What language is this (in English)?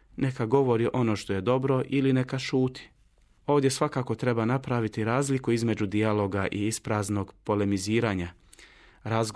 Bosnian